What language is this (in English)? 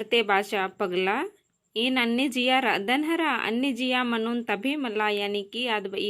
Kurukh